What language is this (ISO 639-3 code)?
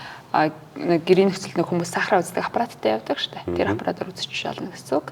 mon